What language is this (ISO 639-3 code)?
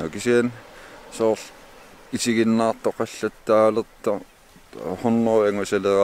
kal